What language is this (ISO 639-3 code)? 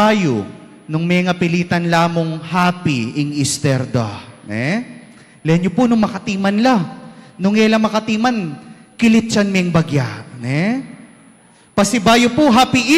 pam